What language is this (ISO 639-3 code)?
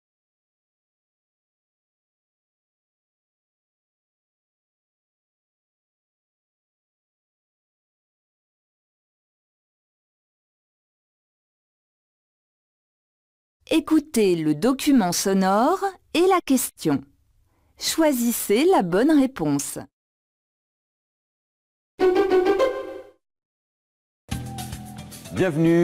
fra